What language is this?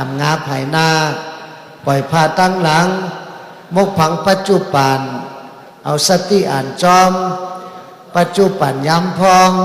Shan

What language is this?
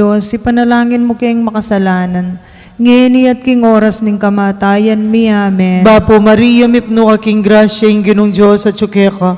Pampanga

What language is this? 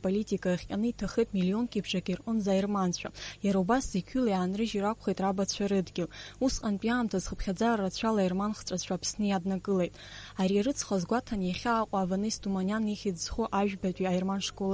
Abkhazian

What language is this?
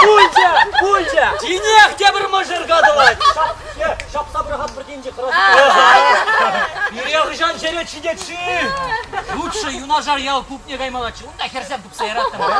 Chuvash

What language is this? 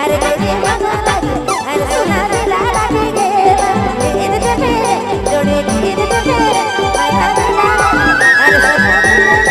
Sadri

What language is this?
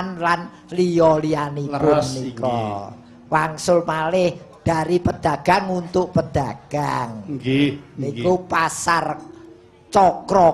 Javanese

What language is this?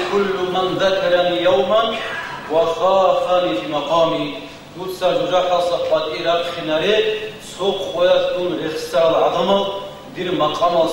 Avaric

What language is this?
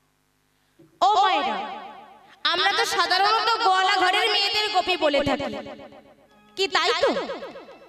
Bangla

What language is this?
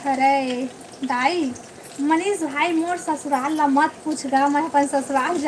Chhattisgarhi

